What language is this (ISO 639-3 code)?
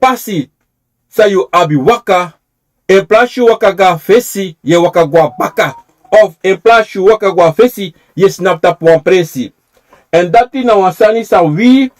srn